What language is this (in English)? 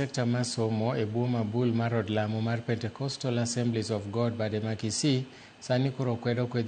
Luo (Kenya and Tanzania)